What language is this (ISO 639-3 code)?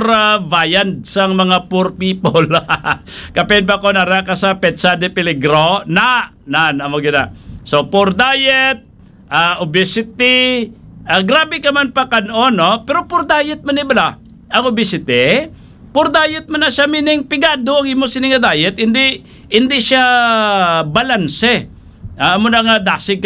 hil